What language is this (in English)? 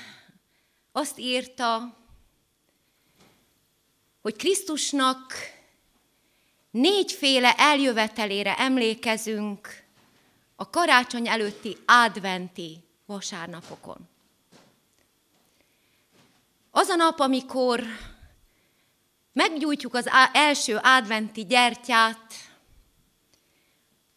Hungarian